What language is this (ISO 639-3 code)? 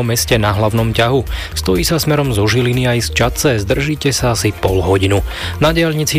slk